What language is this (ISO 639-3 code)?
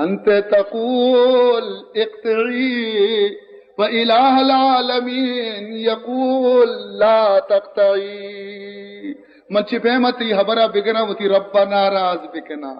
bal